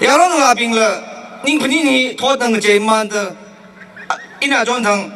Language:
Tangkhul Naga (India)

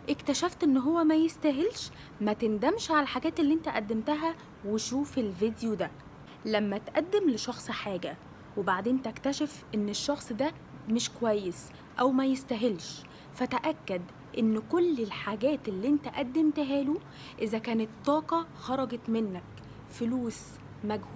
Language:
Egyptian Arabic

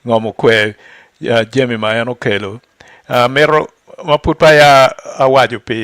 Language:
Acoli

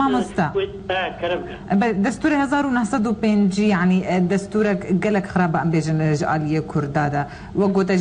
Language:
Kurdish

